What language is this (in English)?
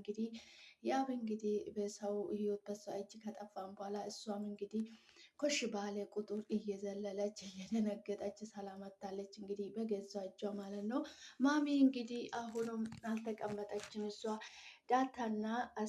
Amharic